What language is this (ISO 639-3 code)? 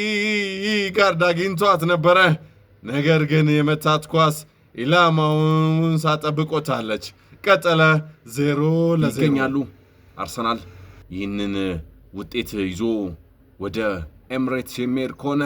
amh